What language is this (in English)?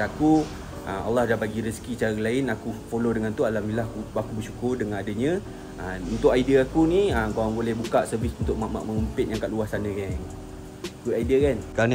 Malay